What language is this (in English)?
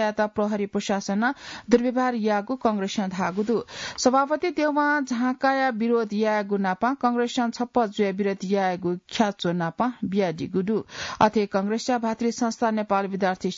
Newari